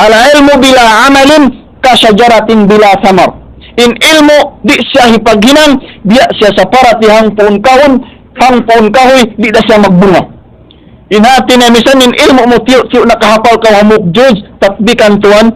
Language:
Tausug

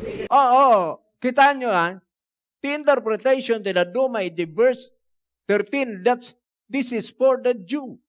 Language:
Iloko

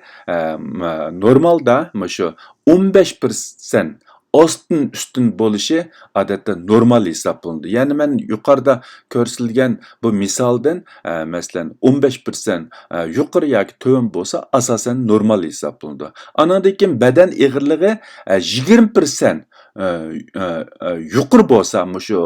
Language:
Uyghur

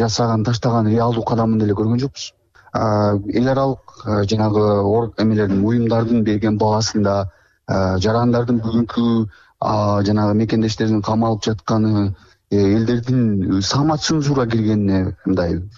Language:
Kyrgyz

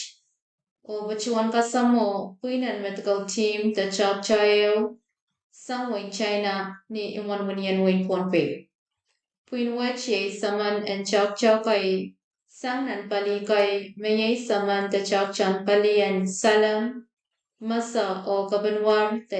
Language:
Pohnpeian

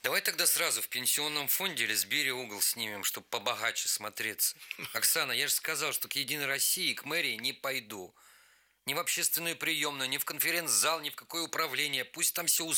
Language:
Russian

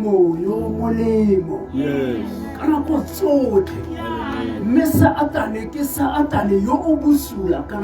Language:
Tswana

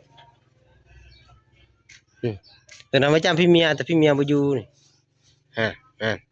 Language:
Lao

